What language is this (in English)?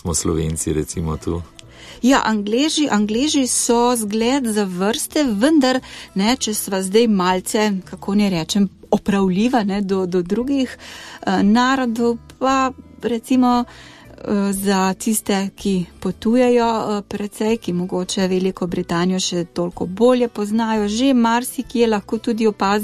Slovenian